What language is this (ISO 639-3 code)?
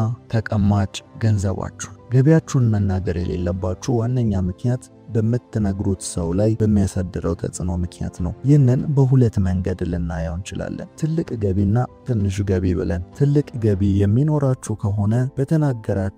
amh